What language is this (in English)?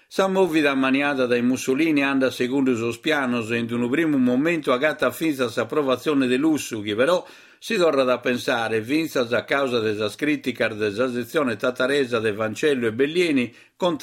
Sardinian